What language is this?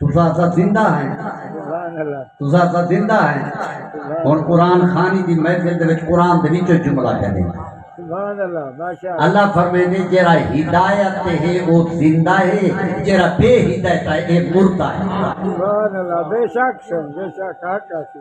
Saraiki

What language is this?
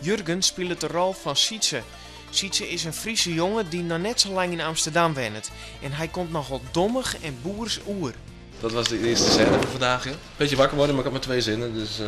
Western Frisian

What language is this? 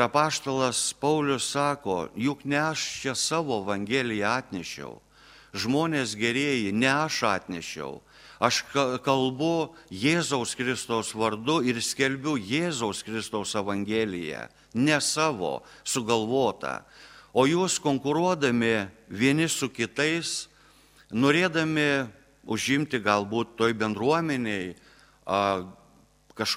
Lithuanian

